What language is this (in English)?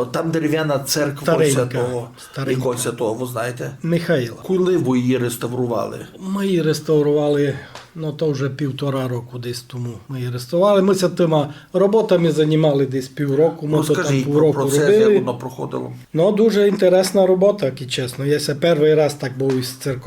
Rusyn